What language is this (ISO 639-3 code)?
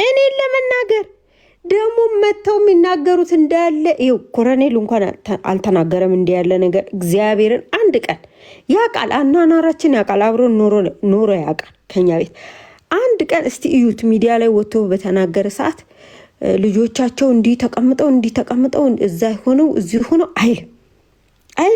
amh